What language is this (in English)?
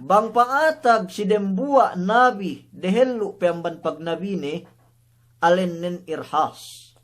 Yakan